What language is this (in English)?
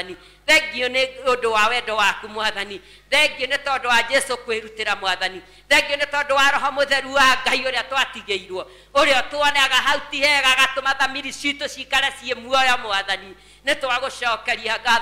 Kikuyu